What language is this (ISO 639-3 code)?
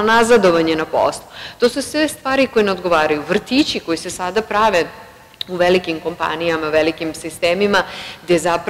srp